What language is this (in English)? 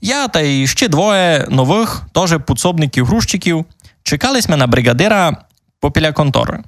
Rusyn